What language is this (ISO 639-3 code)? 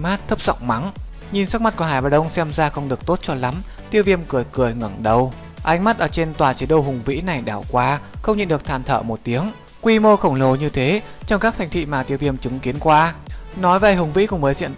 vie